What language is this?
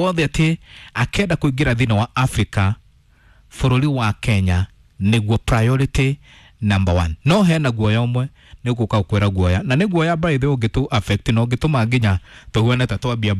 Kikuyu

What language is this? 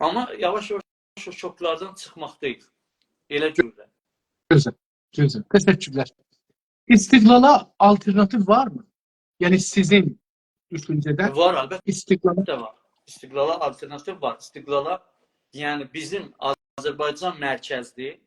South Azerbaijani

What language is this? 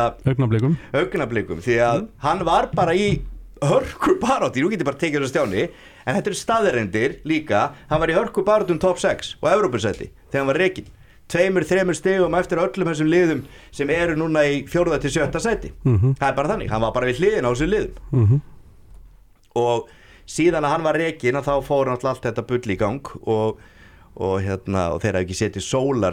Icelandic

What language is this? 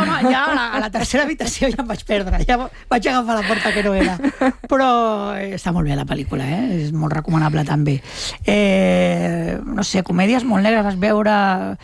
Catalan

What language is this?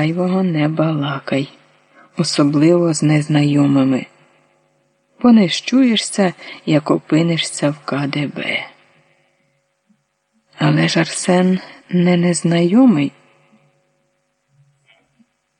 Ukrainian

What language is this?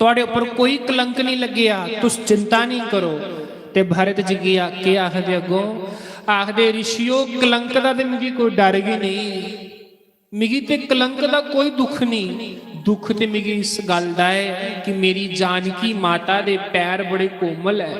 Dogri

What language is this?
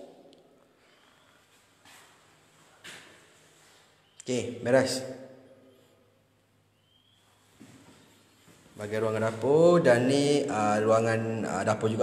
Malay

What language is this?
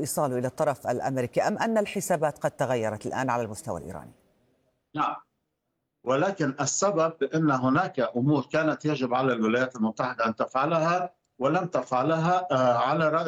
Arabic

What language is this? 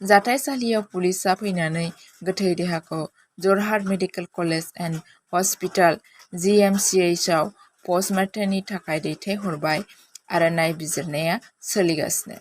Bodo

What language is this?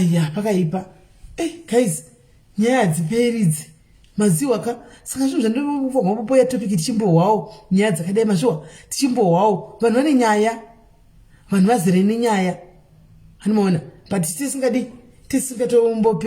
Shona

